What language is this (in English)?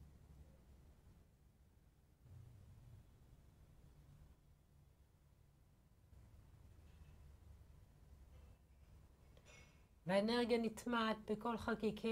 Hebrew